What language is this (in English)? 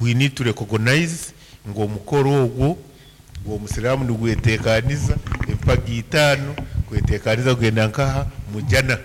Nyankole